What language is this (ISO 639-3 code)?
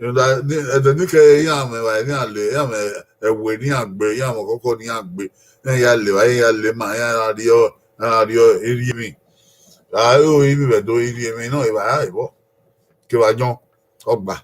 bin